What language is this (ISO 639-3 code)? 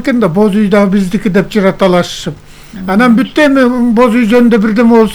kir